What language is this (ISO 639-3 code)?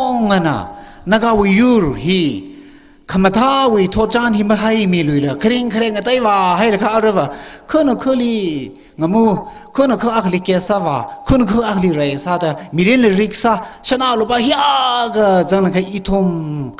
nmf